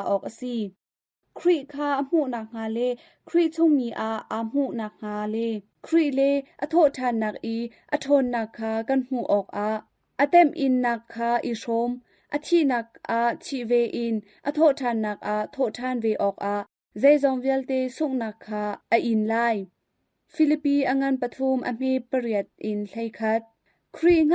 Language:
Hakha Chin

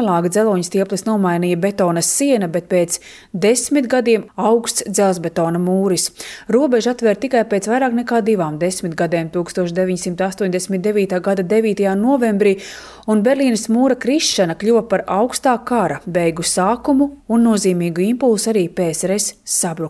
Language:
Latvian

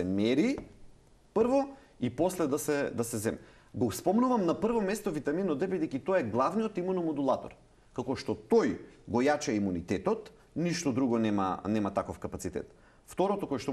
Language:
Macedonian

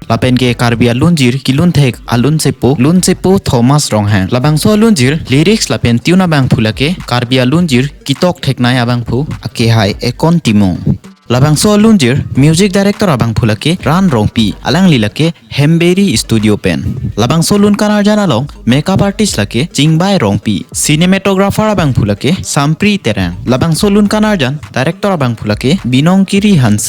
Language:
Karbi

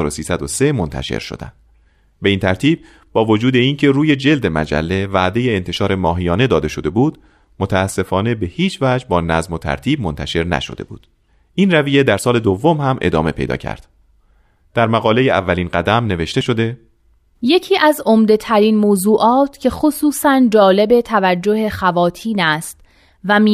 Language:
Persian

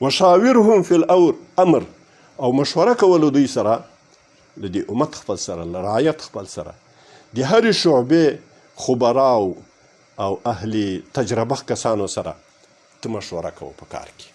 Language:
Pashto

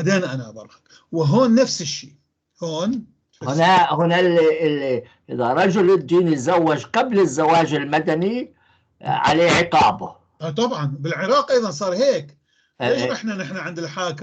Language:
North Levantine Arabic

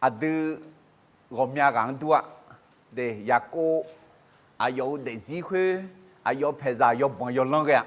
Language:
Akha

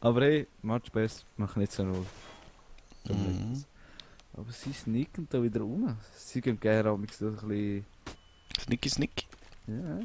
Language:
Swiss German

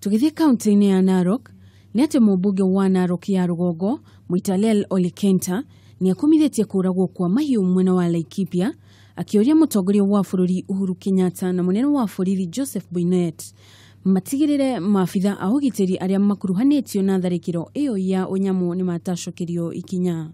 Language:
Kikuyu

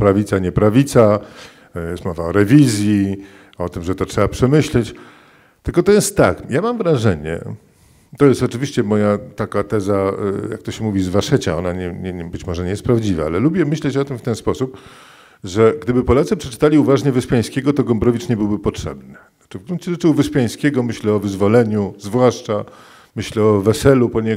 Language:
Polish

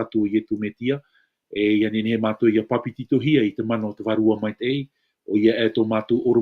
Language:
Tahitian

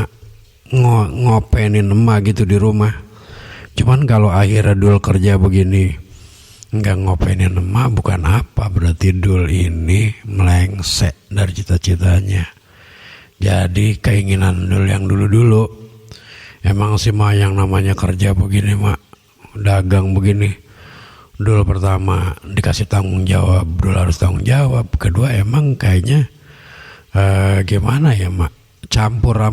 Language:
Betawi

